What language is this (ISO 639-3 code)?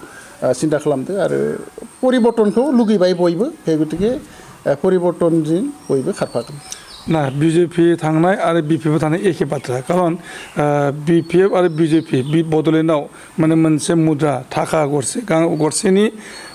brx